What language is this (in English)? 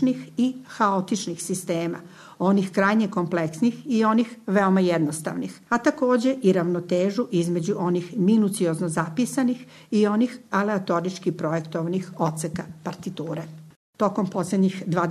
Serbian